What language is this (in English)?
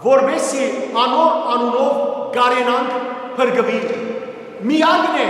Western Armenian